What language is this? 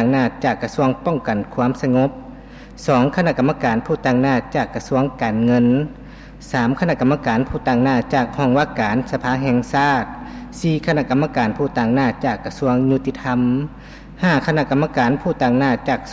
Lao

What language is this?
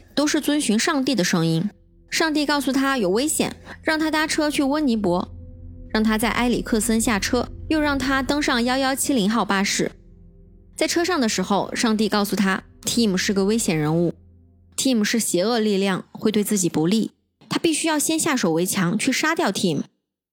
Chinese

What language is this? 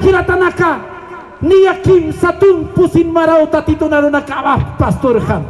Aymara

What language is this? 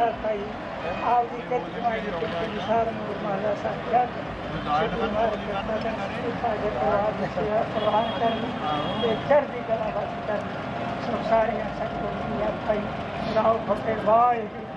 Punjabi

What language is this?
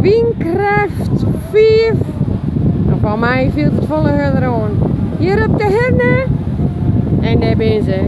Western Frisian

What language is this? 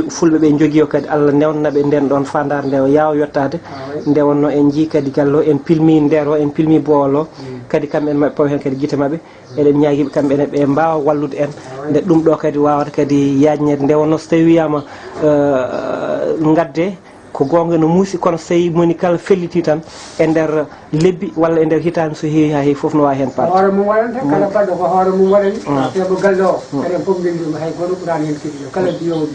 Fula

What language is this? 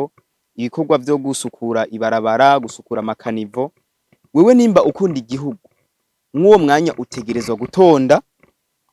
Rundi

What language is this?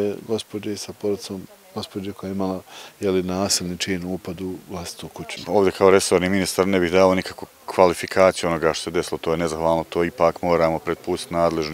Bosnian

